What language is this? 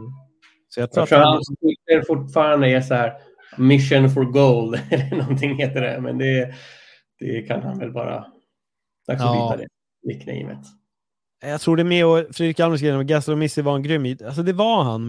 Swedish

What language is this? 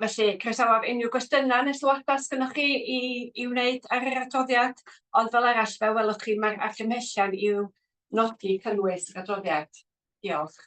Welsh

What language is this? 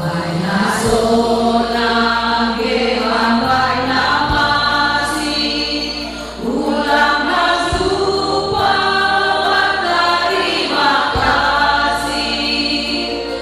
Batak Simalungun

